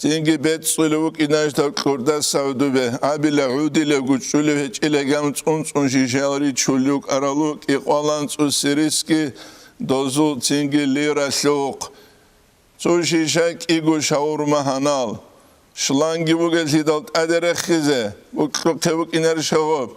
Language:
Avaric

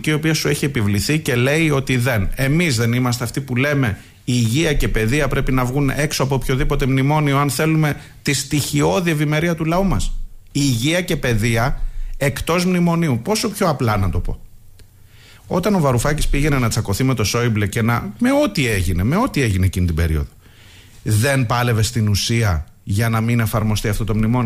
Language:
Greek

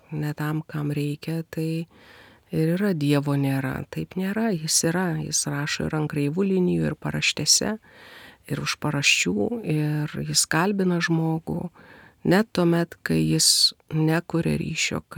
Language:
Lithuanian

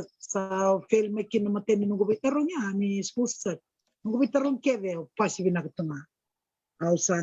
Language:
Fijian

